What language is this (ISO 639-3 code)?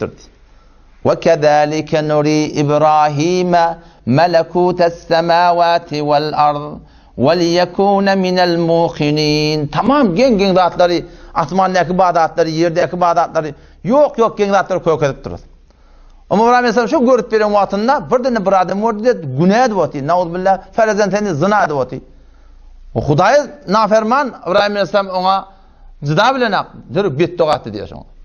tuk